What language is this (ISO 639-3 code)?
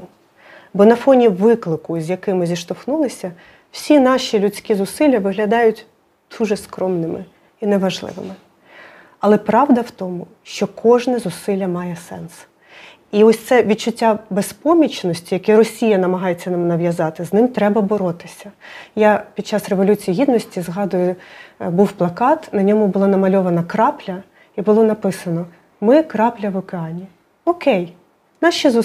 ukr